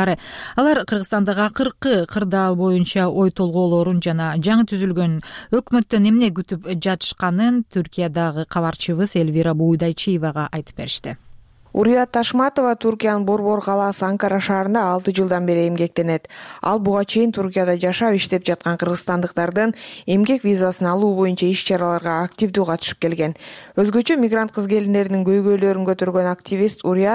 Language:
Kyrgyz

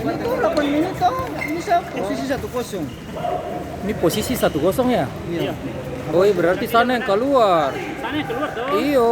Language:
Ambonese Malay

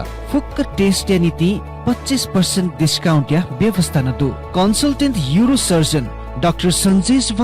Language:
Newari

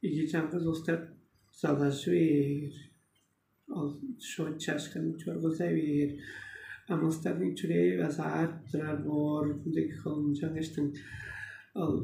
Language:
Tuvinian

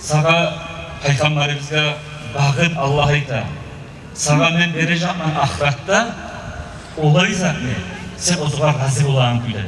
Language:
Kumyk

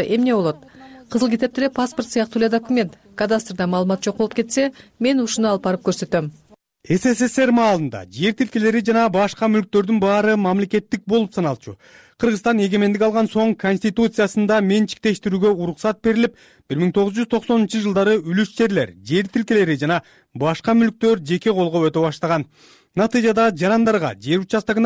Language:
Kyrgyz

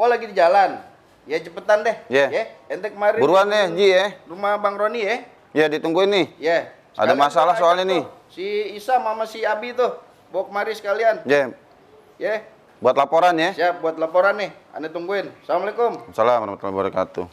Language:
Betawi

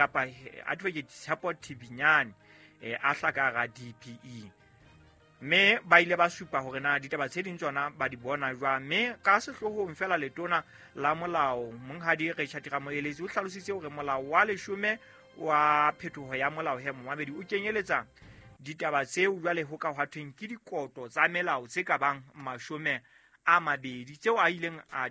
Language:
Southern Sotho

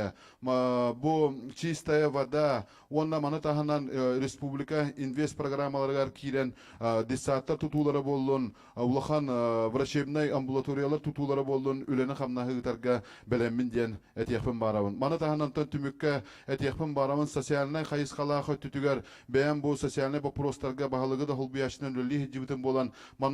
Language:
Yakut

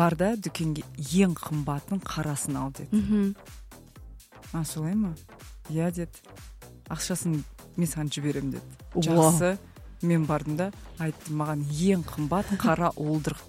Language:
Kazakh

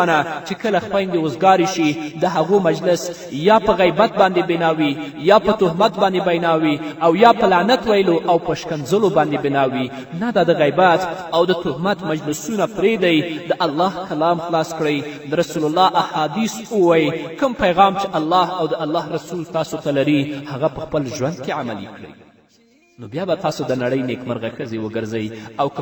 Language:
Pashto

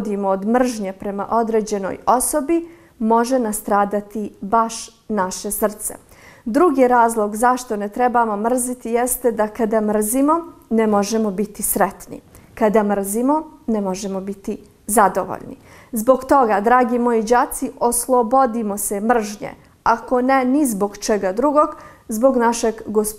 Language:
Bosnian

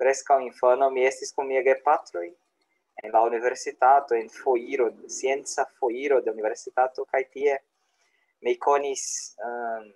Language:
Esperanto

